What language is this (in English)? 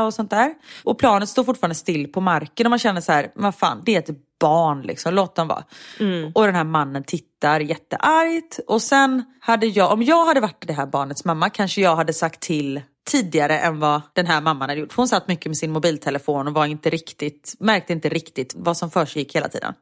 Swedish